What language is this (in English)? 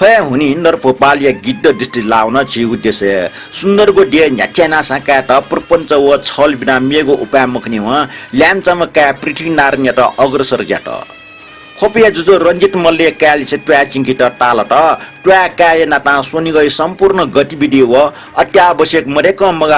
Newari